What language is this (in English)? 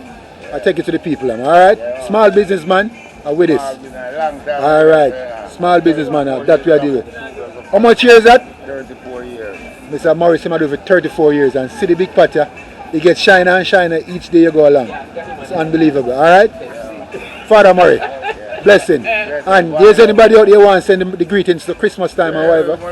Jamaican Creole English